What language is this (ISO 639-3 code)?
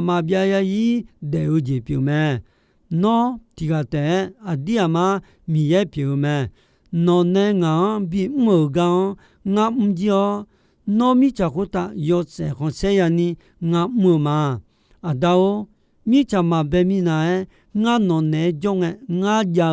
ahk